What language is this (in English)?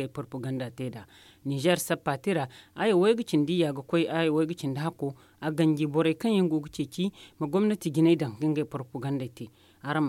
Zarma